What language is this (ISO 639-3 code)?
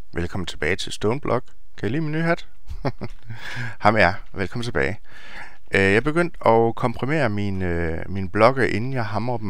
dan